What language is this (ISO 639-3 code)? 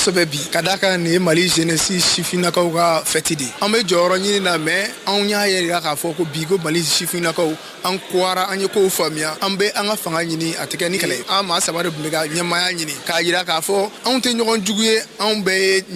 bam